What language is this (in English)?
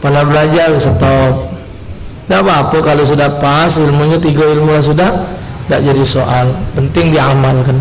Musi